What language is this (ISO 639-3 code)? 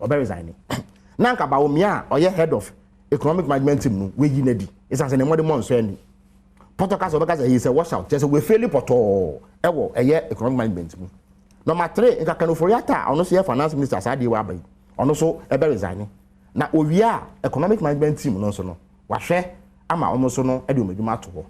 aka